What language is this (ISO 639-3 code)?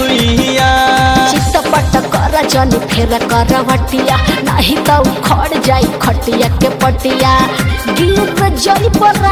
bho